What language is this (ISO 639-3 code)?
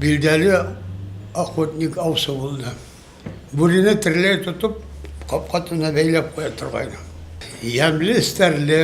bak